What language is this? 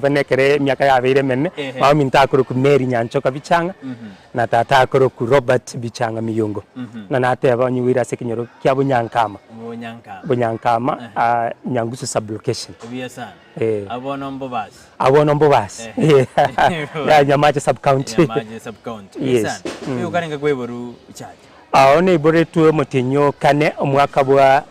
Gusii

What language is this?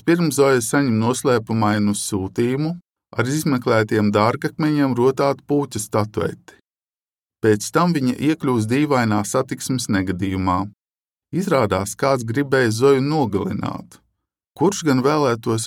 Latvian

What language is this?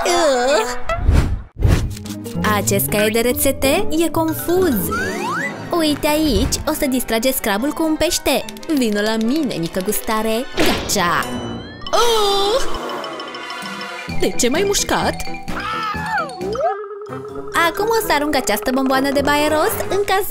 Romanian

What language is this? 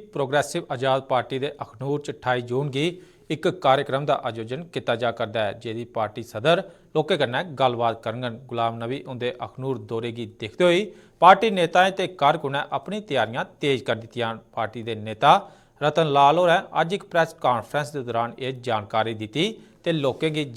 Dogri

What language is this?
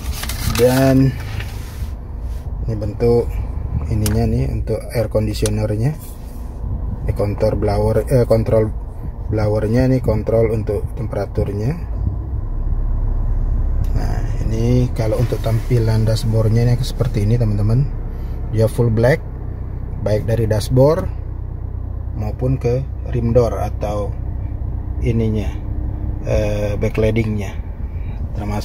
Indonesian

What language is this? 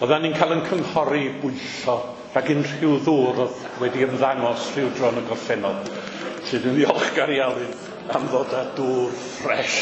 Welsh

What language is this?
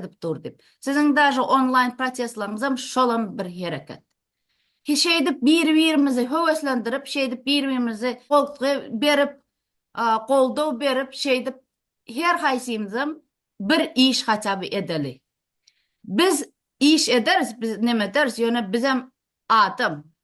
Turkmen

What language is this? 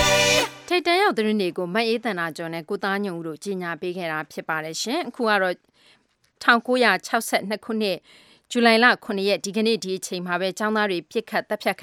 Burmese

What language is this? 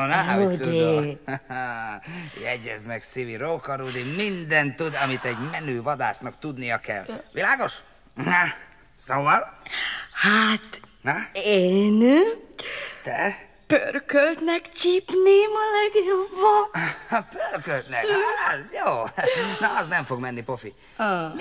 Hungarian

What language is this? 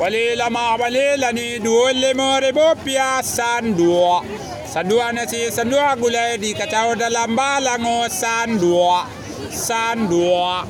Minangkabau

